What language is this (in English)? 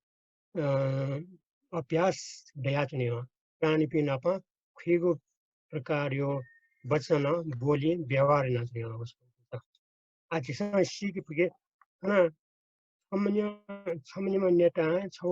Newari